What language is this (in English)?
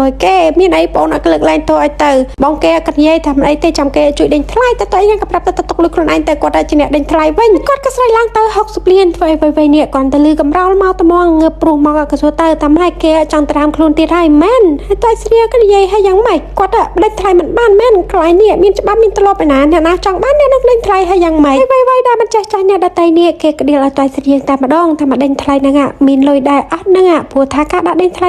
Khmer